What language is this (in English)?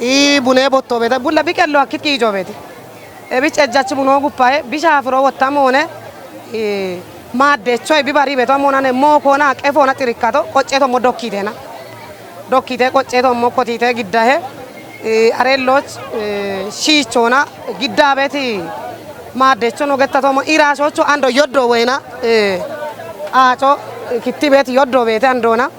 Kafa